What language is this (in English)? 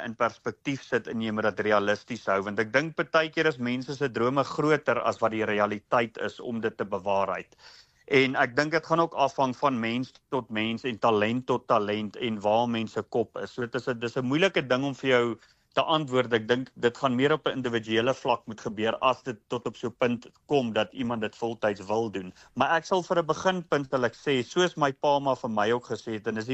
Afrikaans